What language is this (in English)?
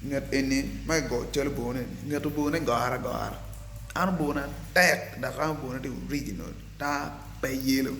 Acoli